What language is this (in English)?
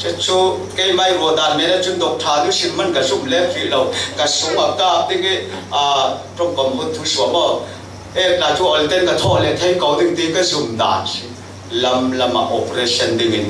Falam Chin